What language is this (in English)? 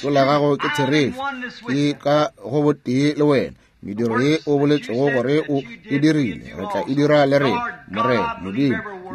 Northern Sotho